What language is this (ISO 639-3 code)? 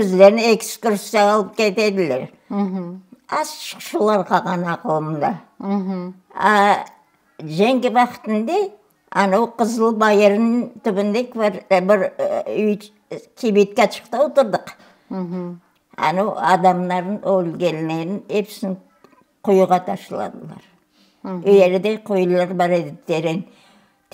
crh